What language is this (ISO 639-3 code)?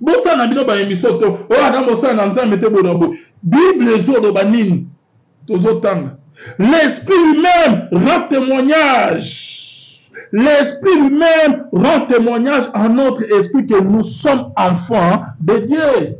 lin